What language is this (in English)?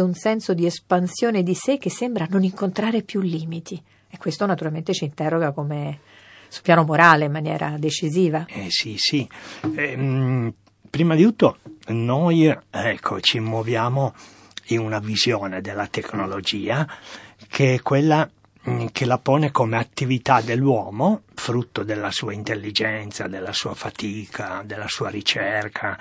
Italian